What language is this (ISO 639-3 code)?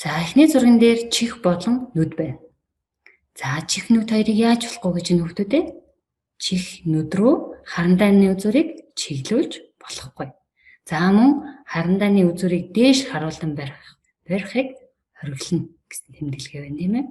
mon